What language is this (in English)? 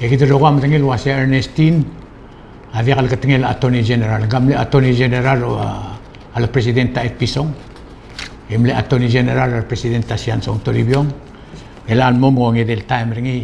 Palauan